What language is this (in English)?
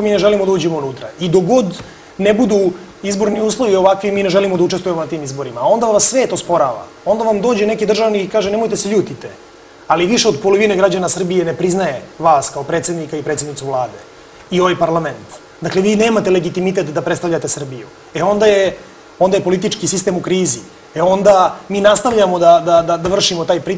Serbian